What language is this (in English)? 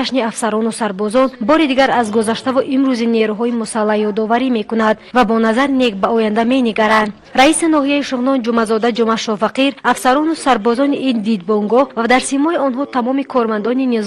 Tajik